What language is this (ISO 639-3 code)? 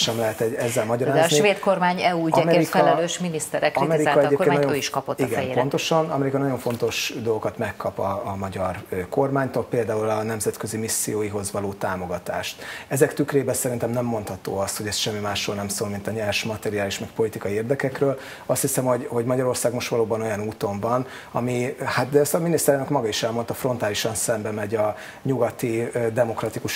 hun